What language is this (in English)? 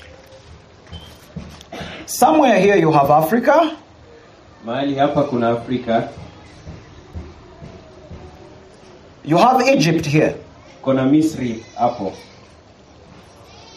Swahili